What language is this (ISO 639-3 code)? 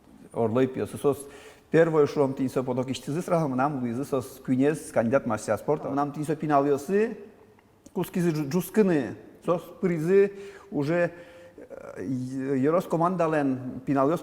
udm